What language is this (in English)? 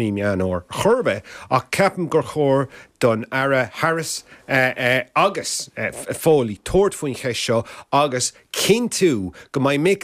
Irish